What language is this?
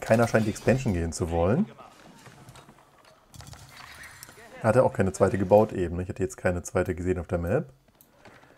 German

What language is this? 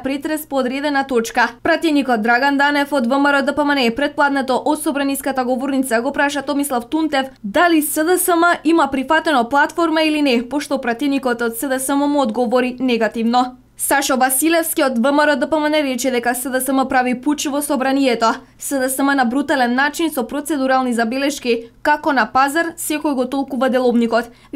Macedonian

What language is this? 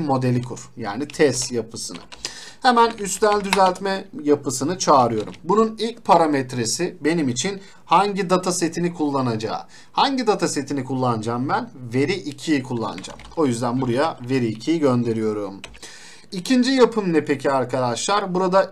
Turkish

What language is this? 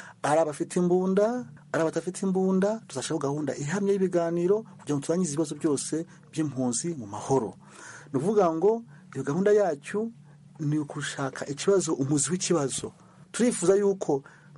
Kinyarwanda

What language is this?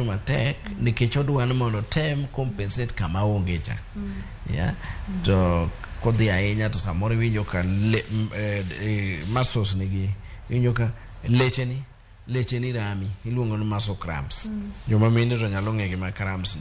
Luo (Kenya and Tanzania)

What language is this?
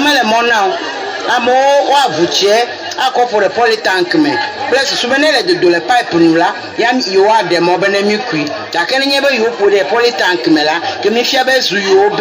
Ewe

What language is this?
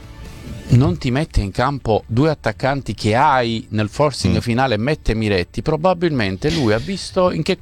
Italian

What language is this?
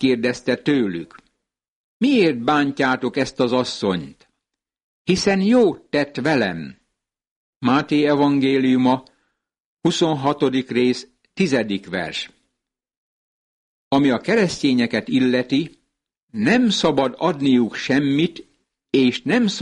Hungarian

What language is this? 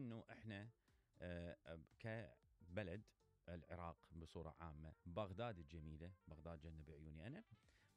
Mesopotamian Arabic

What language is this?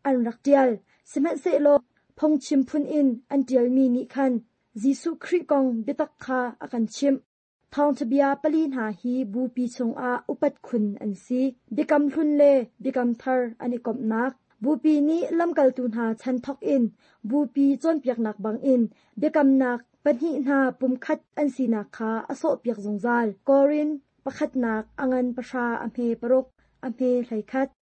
Hakha Chin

